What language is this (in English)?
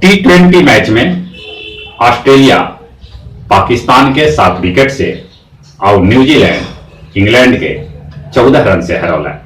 Magahi